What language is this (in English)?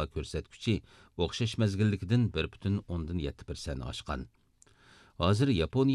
Uyghur